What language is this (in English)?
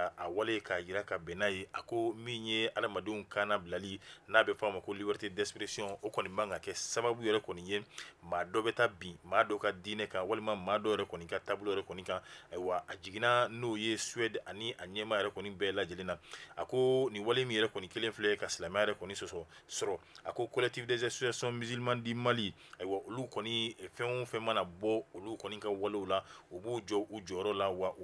Bambara